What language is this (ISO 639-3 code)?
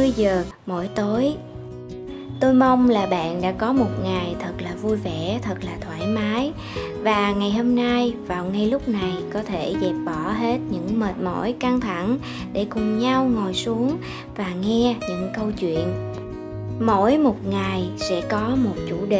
vie